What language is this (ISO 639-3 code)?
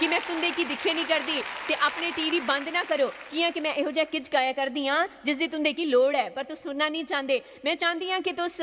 doi